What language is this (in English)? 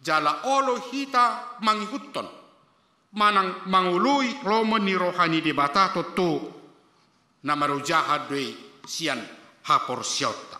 Batak Toba